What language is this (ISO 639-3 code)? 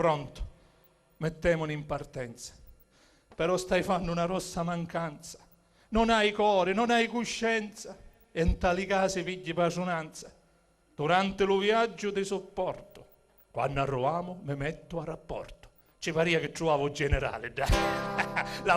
scn